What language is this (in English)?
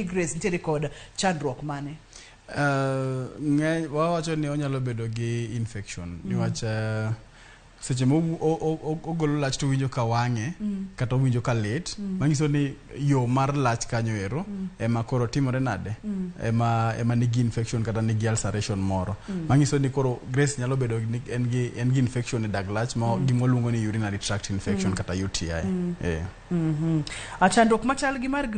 Luo (Kenya and Tanzania)